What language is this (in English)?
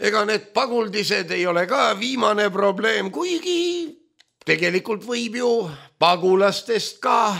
Estonian